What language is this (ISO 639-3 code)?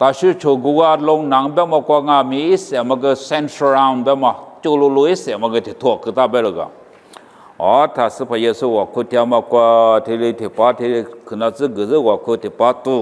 lis